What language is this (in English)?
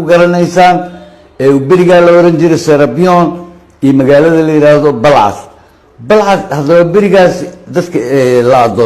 Somali